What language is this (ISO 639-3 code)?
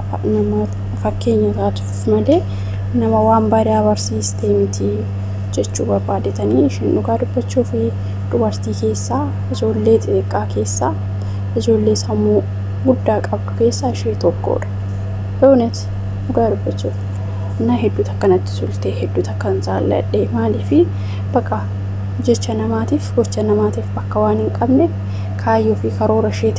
orm